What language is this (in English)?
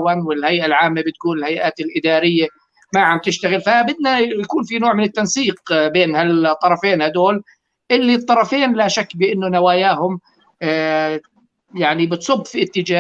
North Levantine Arabic